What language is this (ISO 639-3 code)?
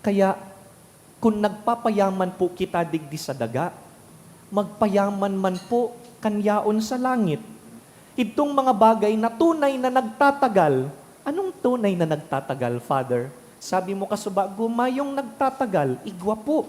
bik